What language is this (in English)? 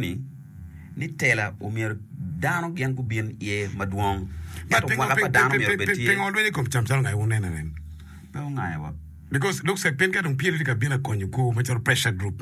Acoli